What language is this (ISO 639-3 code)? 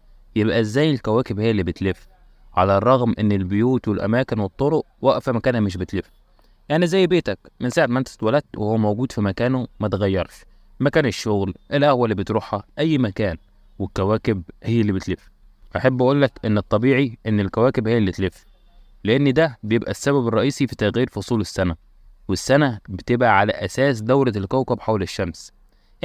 arz